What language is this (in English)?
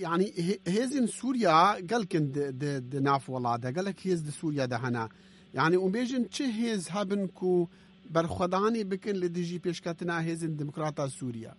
Kurdish